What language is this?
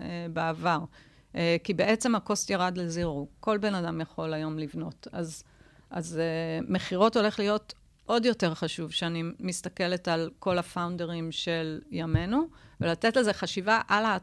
Hebrew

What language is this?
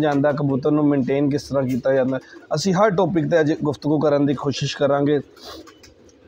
Punjabi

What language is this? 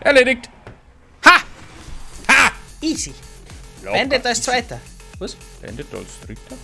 Bavarian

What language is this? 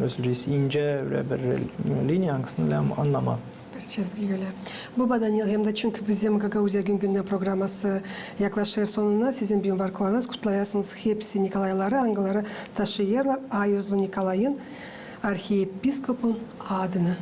Gagauz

